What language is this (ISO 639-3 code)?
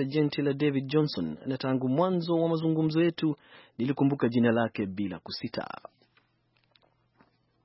swa